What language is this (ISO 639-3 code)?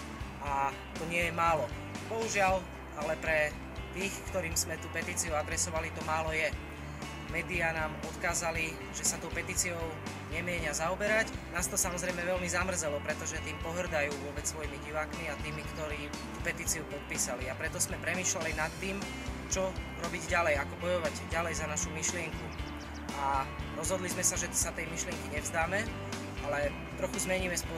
slk